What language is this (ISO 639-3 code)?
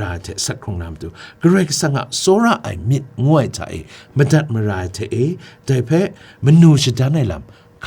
kac